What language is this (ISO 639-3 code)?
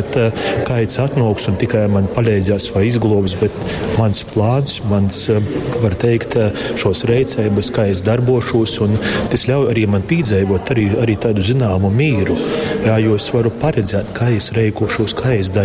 ltg